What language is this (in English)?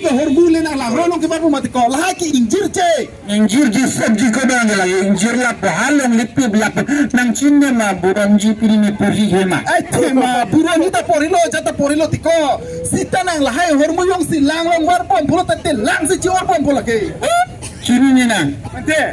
Karbi